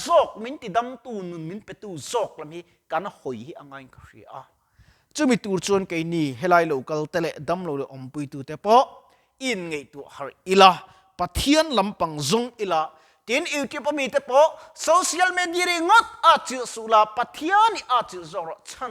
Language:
Mizo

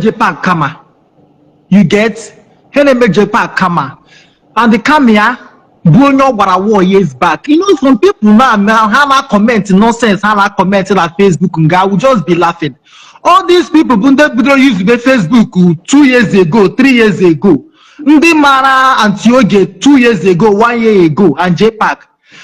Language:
Igbo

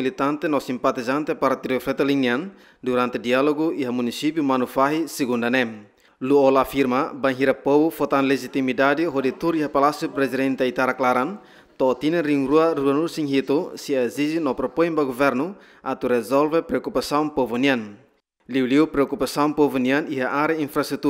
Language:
Tetum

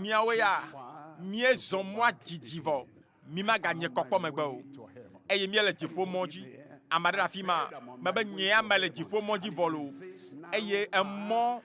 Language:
Ewe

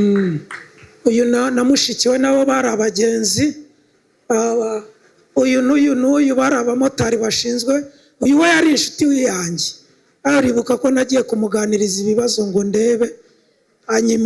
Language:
Kinyarwanda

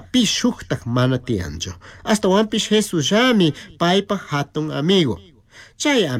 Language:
Chimborazo Highland Quichua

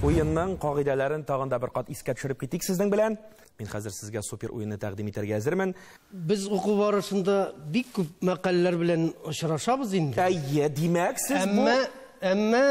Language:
Tatar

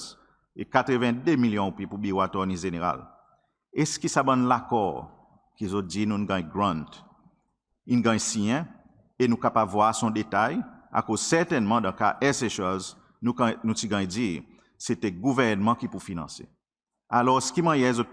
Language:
Seselwa Creole French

